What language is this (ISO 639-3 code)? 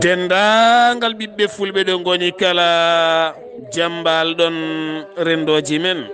ful